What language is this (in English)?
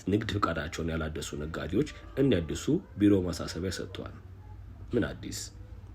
Amharic